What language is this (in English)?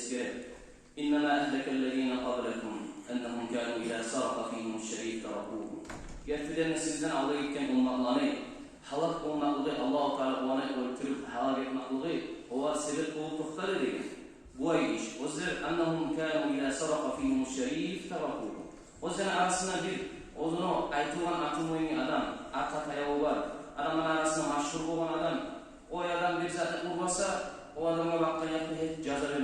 Kumyk